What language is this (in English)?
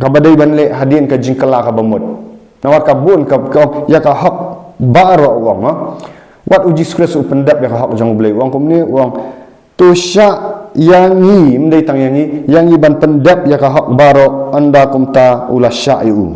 Khasi